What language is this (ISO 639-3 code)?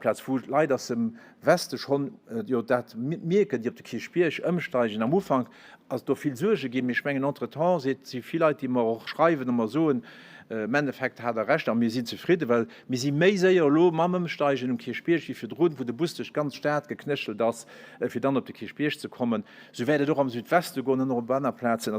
ltz